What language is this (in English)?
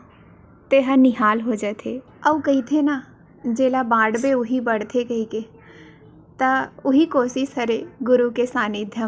Chhattisgarhi